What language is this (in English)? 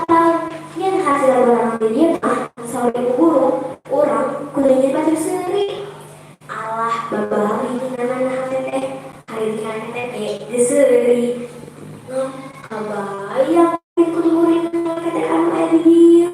Sundanese